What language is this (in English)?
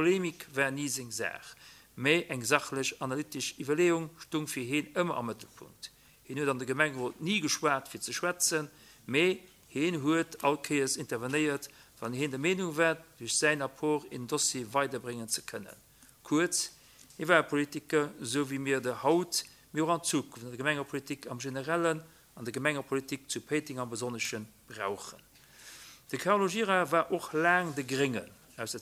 Luxembourgish